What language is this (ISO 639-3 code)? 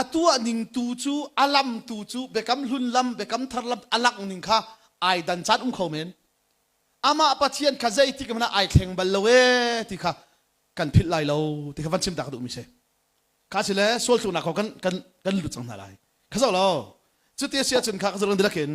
cnh